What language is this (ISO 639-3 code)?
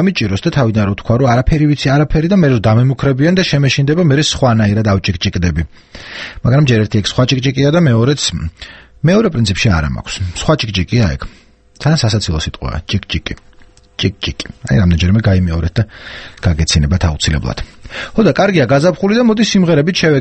kat